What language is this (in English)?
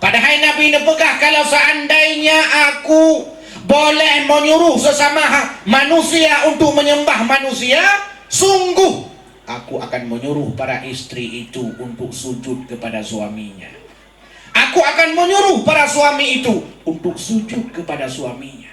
Achinese